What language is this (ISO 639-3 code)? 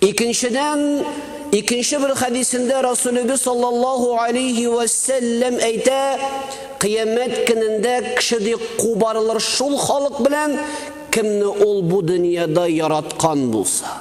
tat